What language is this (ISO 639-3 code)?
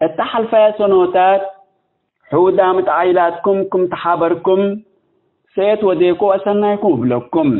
tig